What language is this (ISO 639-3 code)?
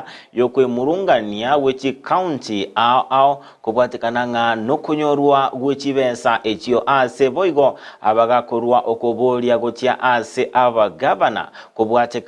guz